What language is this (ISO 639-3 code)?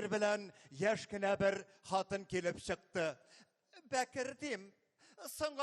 tat